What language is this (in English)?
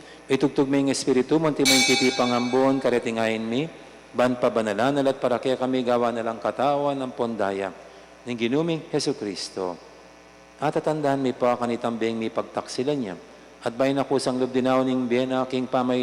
Pampanga